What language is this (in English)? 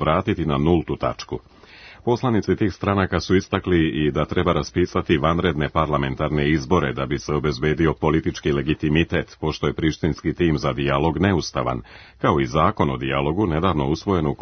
Serbian